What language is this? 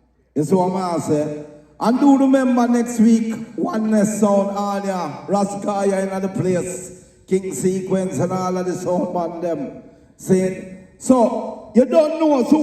Jamaican Creole English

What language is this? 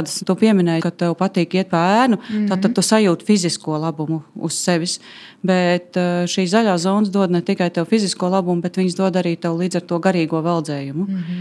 Latvian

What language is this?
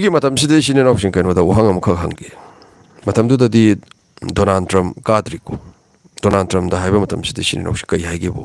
Manipuri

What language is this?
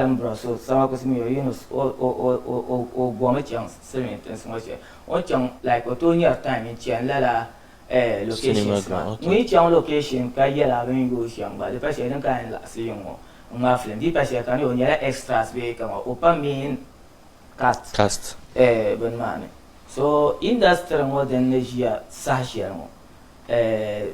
Dagbani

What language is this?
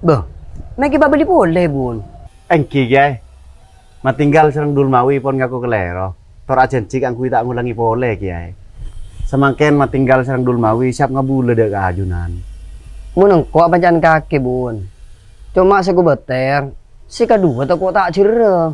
Madurese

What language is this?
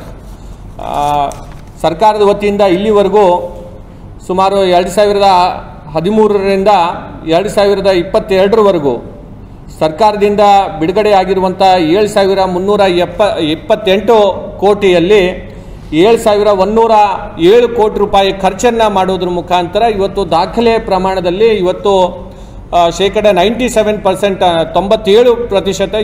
Kannada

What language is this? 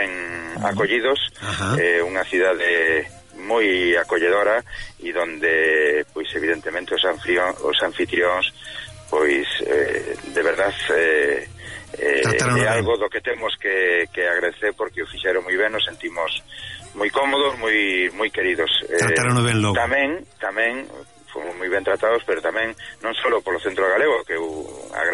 Galician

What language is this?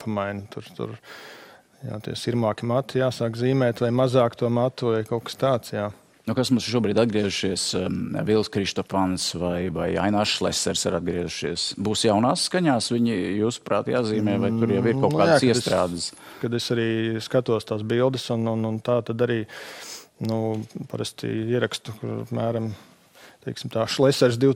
Latvian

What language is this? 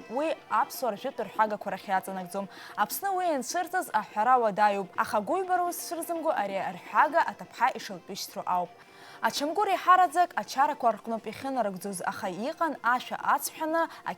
Abkhazian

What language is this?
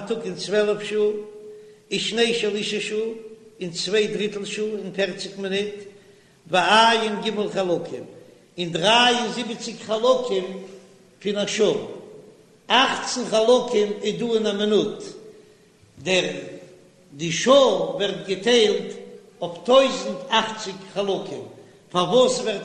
Yiddish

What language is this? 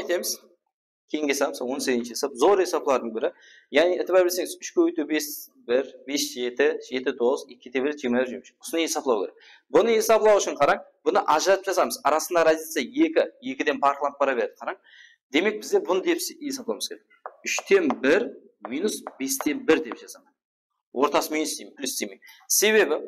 Kara-Kalpak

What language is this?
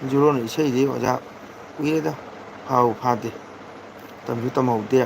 Manipuri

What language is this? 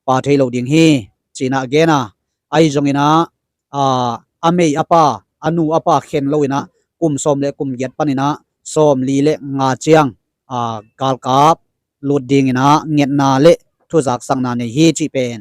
Tedim Chin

